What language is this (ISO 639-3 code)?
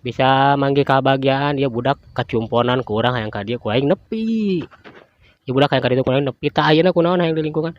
sun